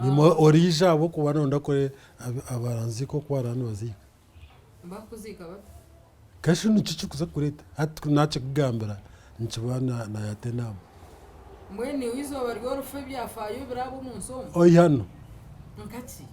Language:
Nyankole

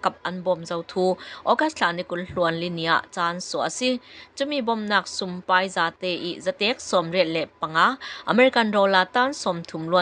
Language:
Falam Chin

